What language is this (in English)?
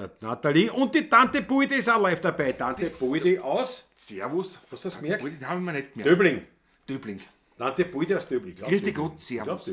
Bavarian